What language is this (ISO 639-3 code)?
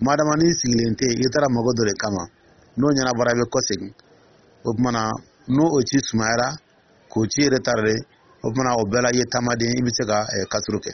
dyu